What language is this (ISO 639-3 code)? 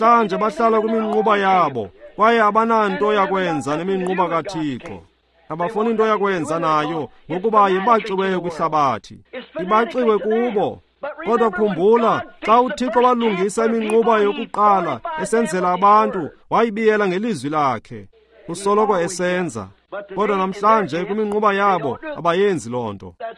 xho